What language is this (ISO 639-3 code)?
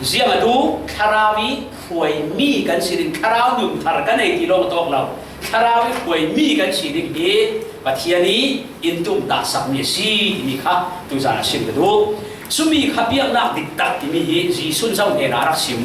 cfm